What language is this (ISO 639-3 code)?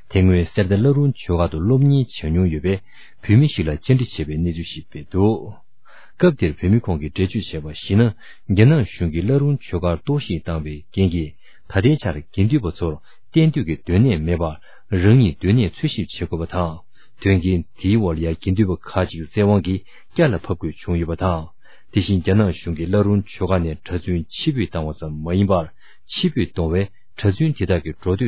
bod